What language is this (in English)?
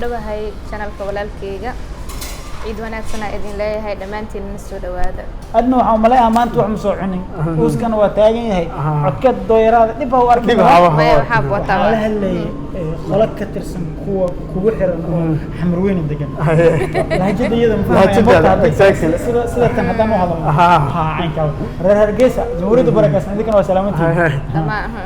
Somali